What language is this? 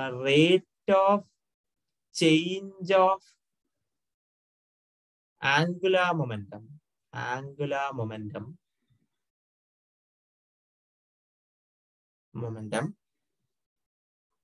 Malayalam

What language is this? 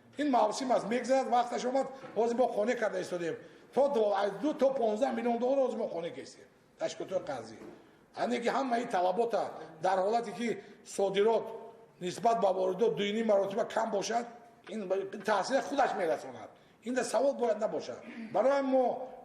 Tajik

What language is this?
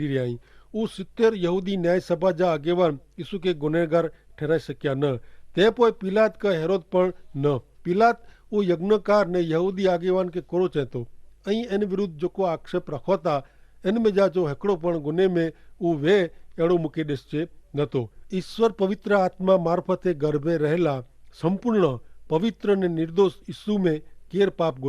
Kachhi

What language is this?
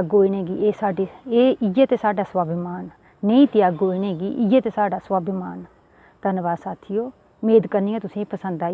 Dogri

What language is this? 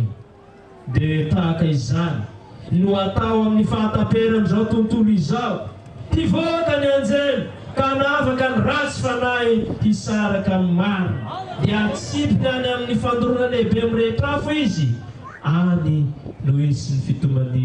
Malagasy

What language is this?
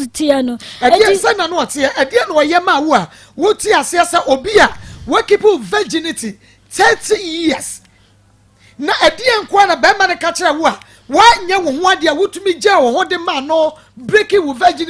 Akan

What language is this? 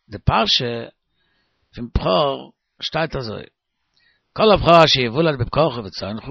Yiddish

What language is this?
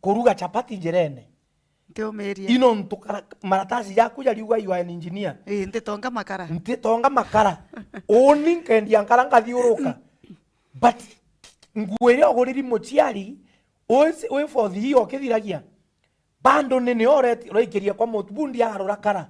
Meru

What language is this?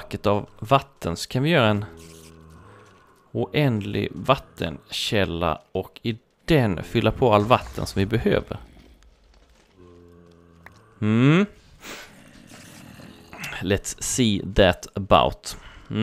Swedish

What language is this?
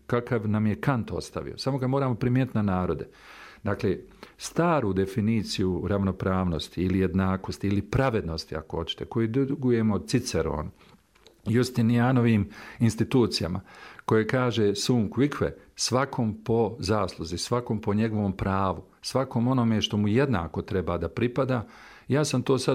Bosnian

